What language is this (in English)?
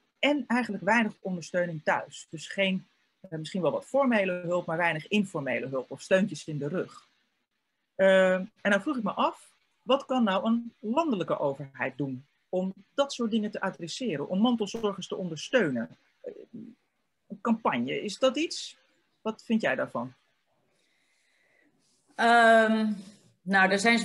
Dutch